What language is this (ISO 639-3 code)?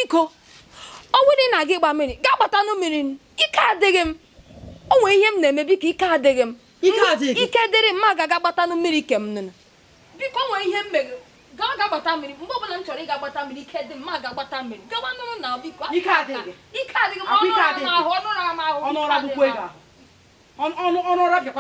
ibo